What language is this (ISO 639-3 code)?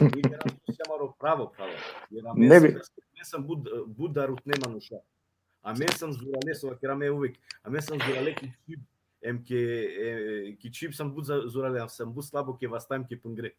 rmn